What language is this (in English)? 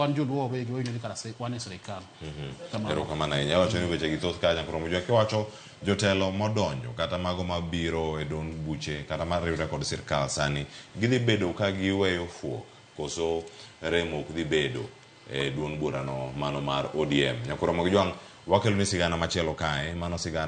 Luo (Kenya and Tanzania)